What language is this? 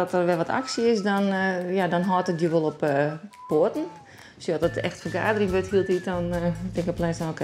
Western Frisian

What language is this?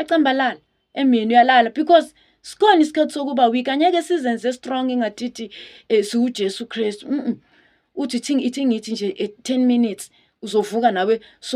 Zulu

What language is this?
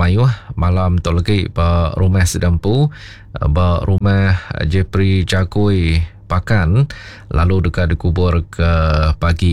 Iban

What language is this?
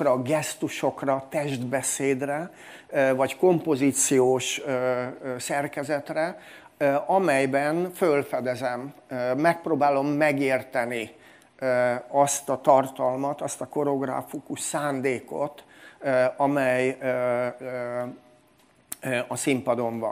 Hungarian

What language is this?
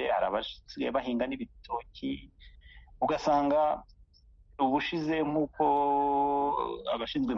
Kinyarwanda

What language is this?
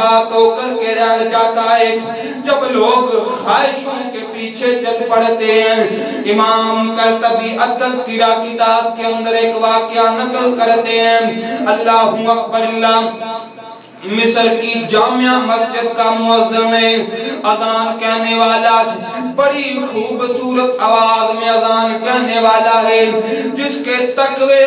Urdu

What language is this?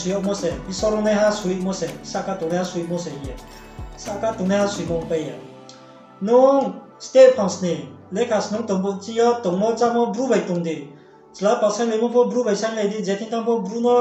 Riang (India)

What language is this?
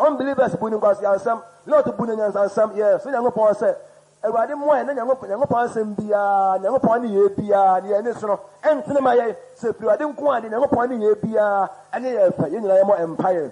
Akan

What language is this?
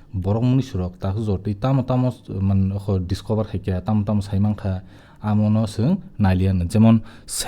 Kok Borok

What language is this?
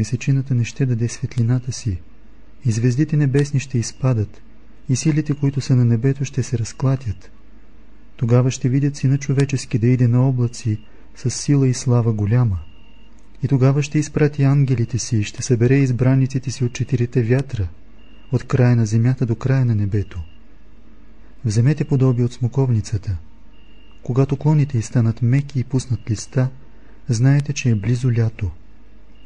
Bulgarian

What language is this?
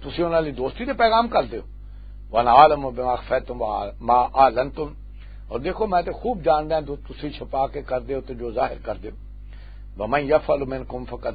Western Panjabi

